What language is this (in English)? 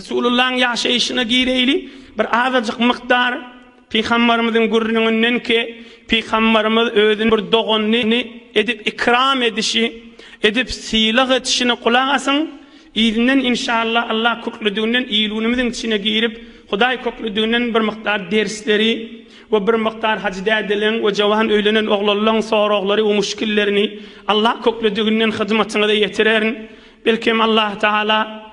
Turkmen